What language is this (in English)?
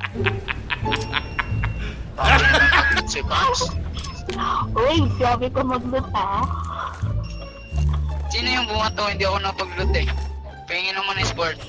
Filipino